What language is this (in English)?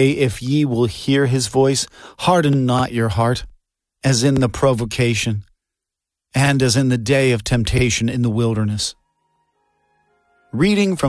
English